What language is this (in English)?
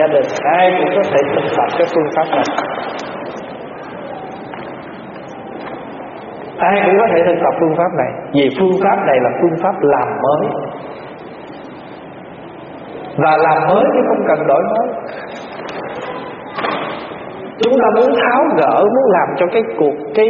Vietnamese